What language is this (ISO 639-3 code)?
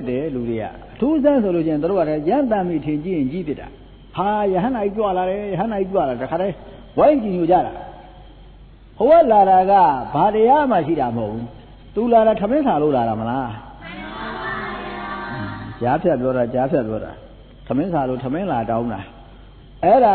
mya